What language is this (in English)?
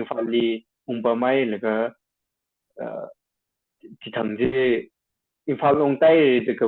Tangkhul Naga (India)